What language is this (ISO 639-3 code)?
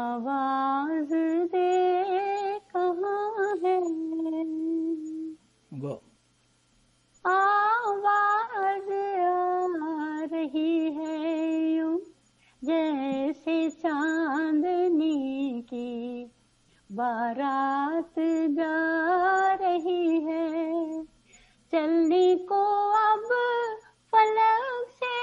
pan